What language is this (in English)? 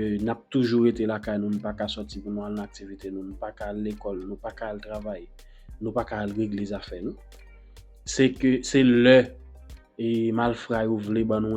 Haitian Creole